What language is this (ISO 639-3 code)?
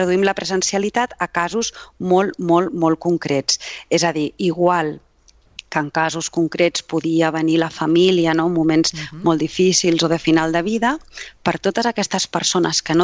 cat